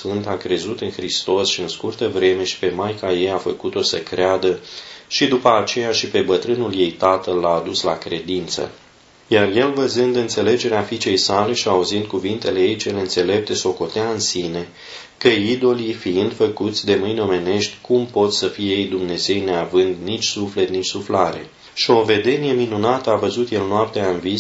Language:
Romanian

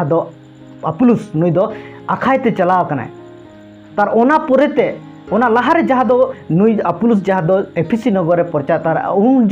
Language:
Santali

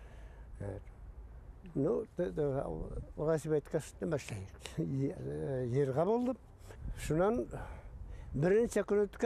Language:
Bashkir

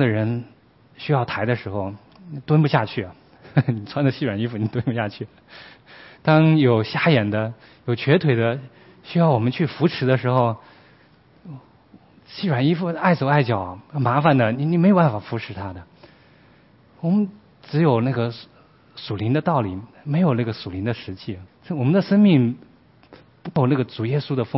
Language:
Chinese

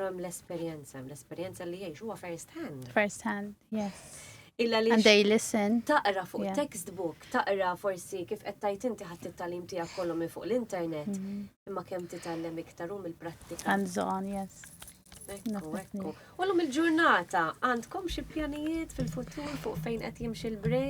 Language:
Maltese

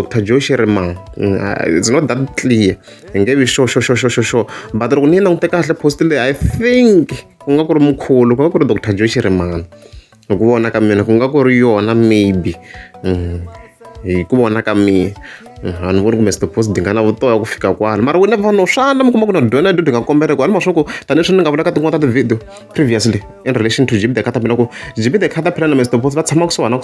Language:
Tsonga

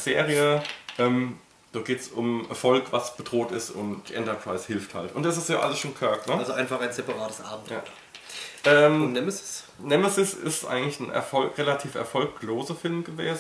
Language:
German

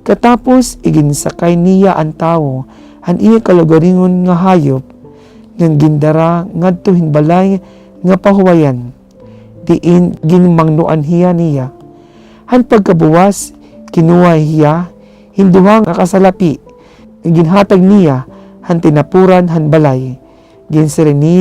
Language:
Waray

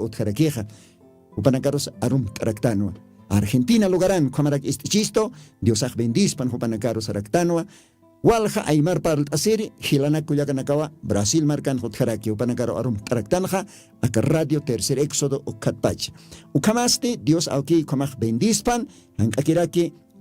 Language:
Aymara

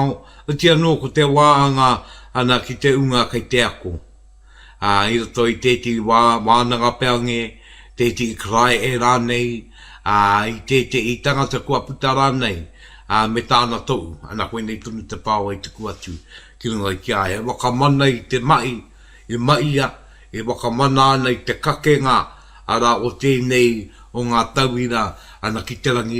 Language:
Māori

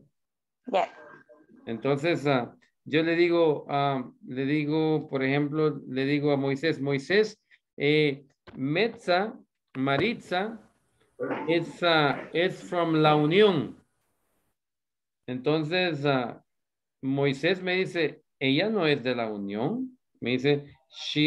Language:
Spanish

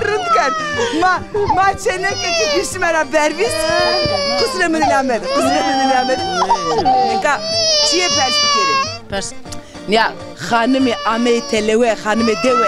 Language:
Zaza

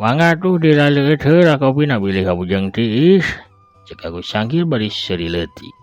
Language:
Sundanese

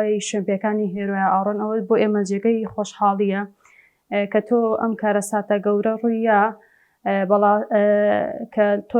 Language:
Central Kurdish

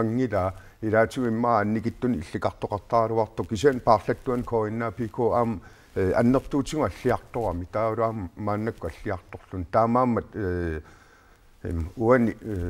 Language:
Kalaallisut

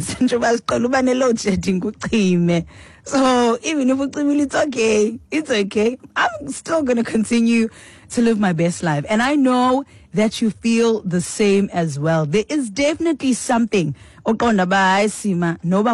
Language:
Xhosa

